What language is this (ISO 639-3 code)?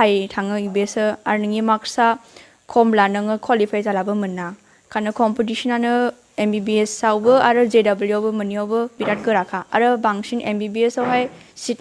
brx